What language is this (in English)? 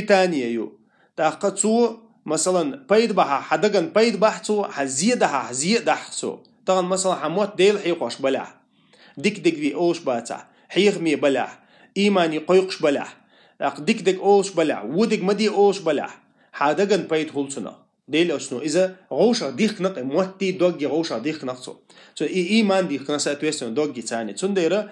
Chechen